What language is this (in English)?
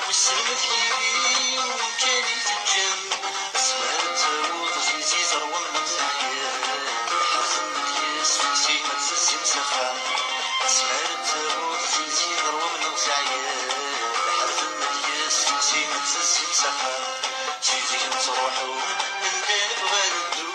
Kabyle